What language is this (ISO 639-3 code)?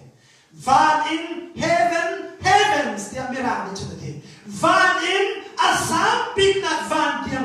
cnh